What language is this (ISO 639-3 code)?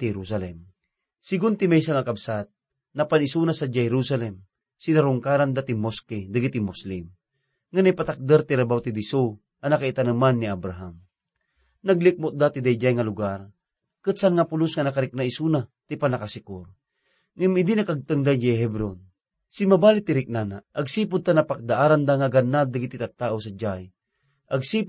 ilo